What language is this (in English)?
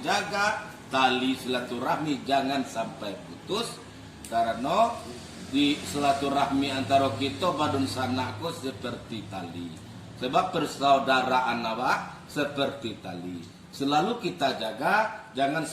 Minangkabau